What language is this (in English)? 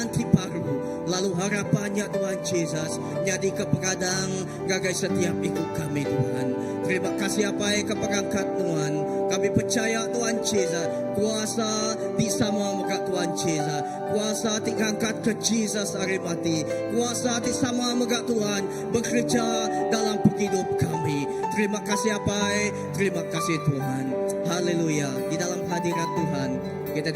Iban